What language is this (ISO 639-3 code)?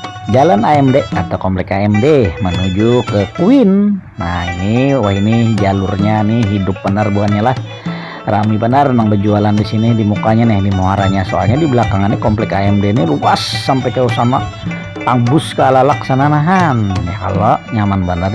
bjn